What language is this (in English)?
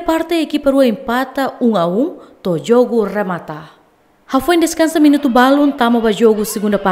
Tetum